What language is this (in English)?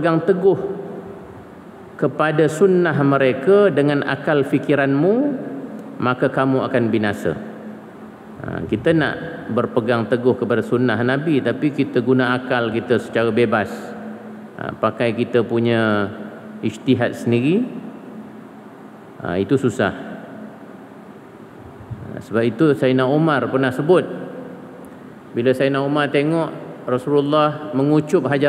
Malay